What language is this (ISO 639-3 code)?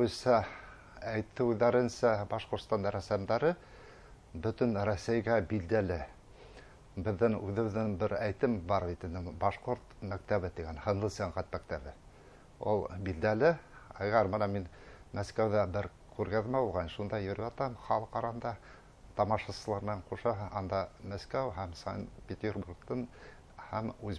bak